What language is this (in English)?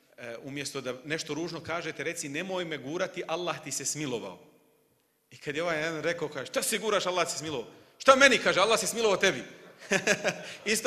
Bosnian